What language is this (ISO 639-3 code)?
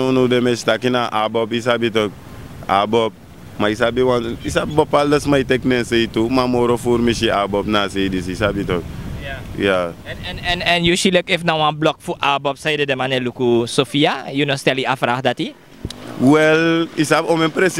srn